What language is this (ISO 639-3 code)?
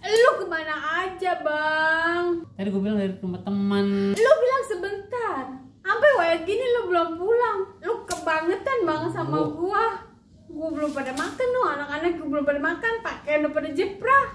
bew